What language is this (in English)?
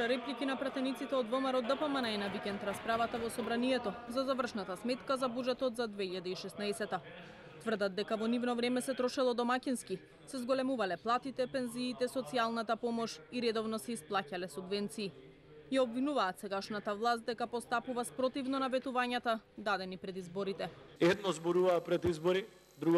Macedonian